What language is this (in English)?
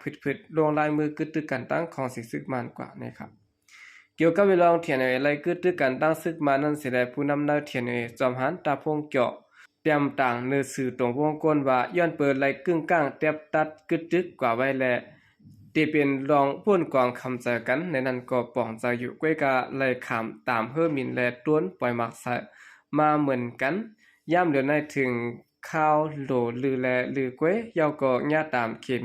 Shan